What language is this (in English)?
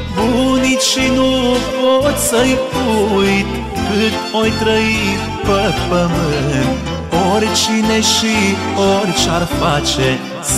Romanian